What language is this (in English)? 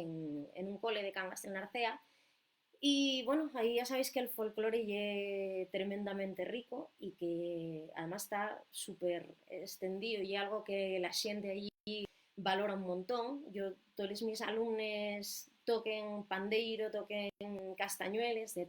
Asturian